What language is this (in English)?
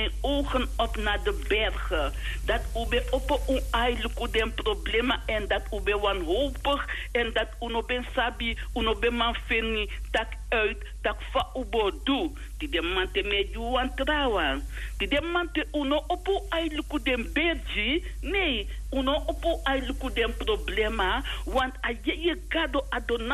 Sranan Tongo